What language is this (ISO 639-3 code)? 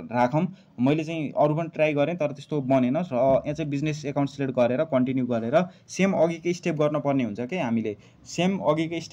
nep